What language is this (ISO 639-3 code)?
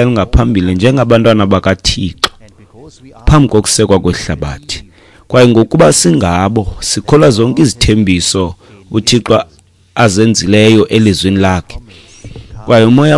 xho